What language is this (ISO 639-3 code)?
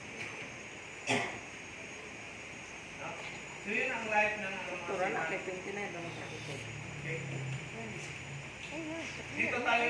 fil